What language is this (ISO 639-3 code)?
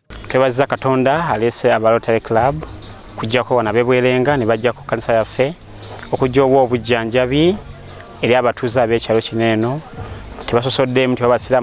lug